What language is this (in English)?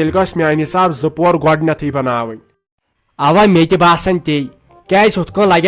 Kashmiri